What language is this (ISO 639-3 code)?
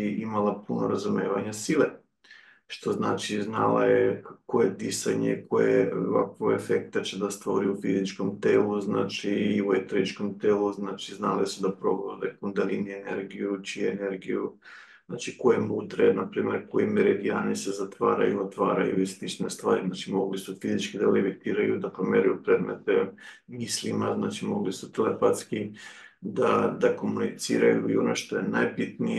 srp